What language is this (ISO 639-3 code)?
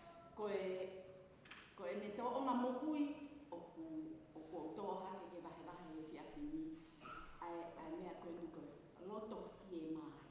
ton